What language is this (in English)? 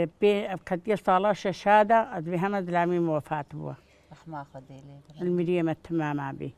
Kurdish